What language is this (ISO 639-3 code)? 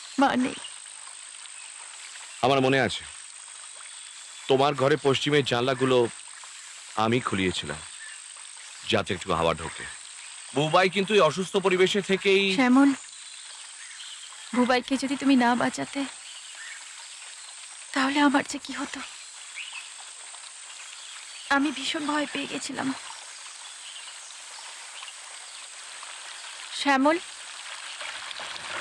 ben